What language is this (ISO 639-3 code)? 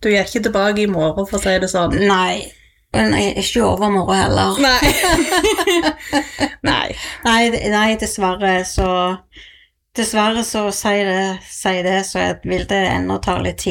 nor